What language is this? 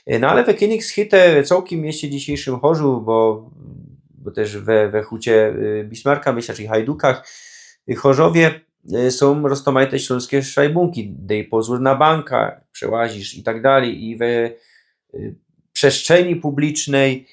Silesian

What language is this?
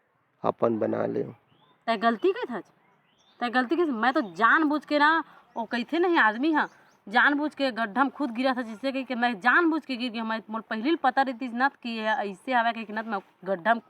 Chhattisgarhi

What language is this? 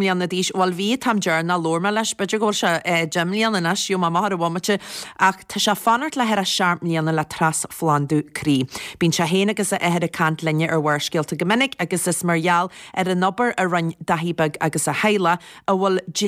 Irish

